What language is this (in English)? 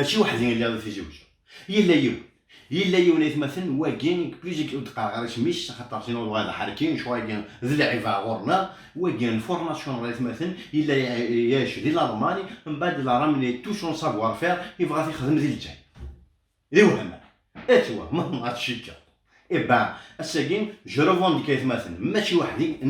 Kabyle